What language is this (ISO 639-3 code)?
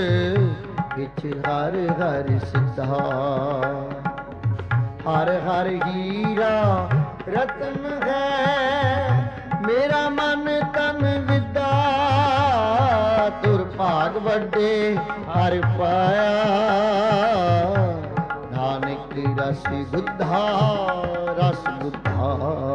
pan